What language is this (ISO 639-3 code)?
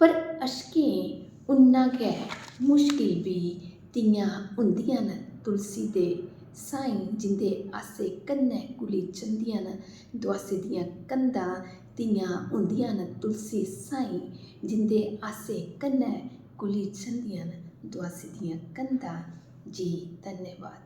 doi